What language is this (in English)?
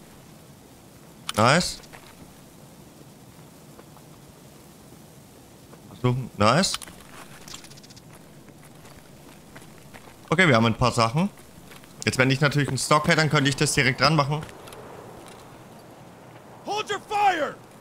German